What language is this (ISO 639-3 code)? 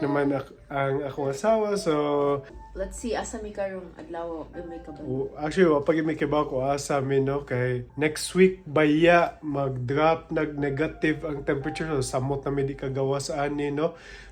ceb